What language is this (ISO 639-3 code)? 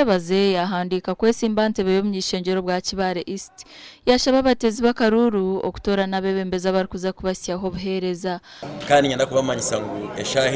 nyn